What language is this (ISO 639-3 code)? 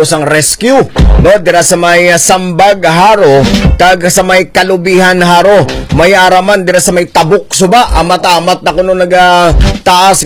hil